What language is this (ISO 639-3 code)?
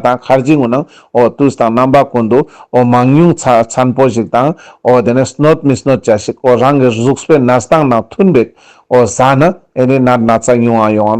lbj